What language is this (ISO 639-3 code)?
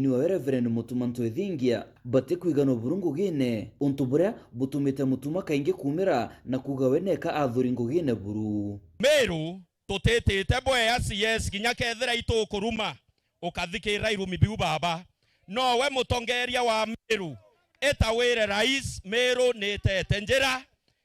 mer